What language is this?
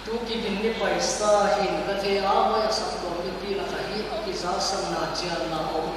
Paite Chin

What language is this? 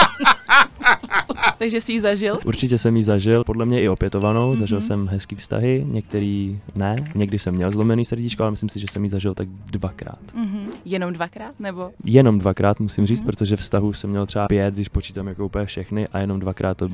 Czech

